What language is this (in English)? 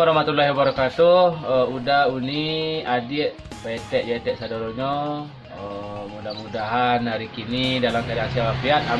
Minangkabau